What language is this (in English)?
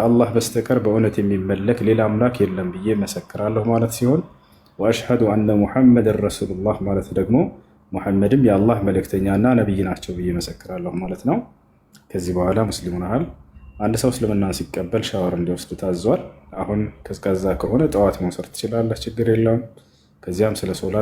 Amharic